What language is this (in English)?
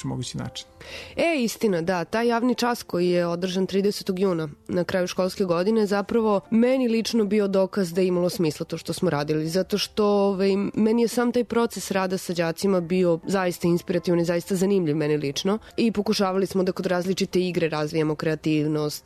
Serbian